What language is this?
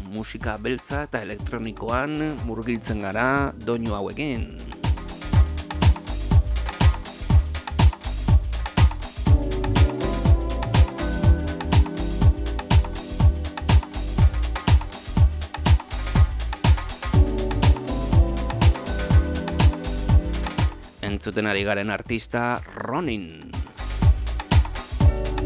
Basque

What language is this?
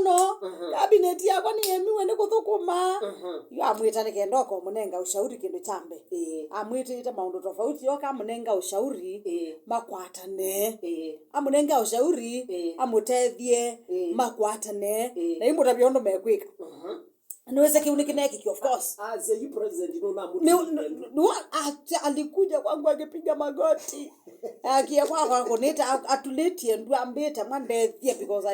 Kamba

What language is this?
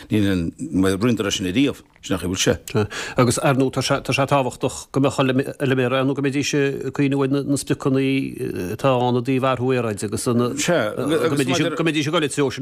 Irish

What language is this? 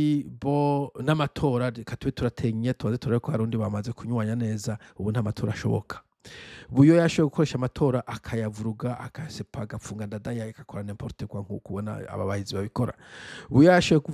Rundi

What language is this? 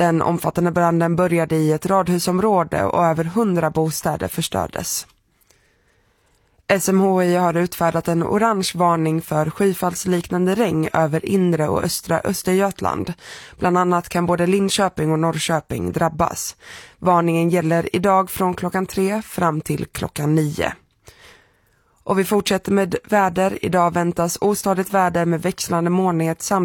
Swedish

